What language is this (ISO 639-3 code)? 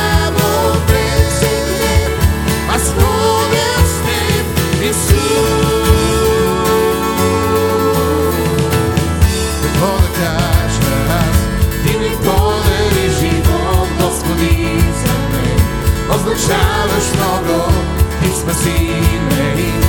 bul